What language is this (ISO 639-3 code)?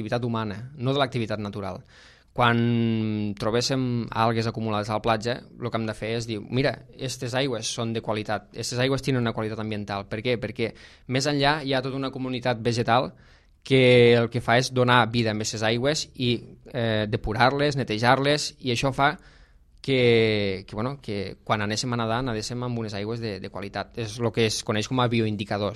cat